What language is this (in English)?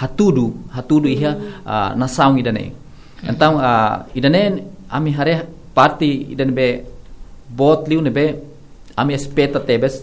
Tetum